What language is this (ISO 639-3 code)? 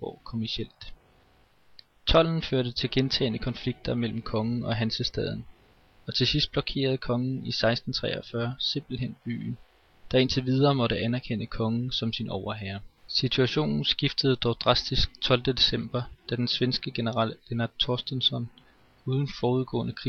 dan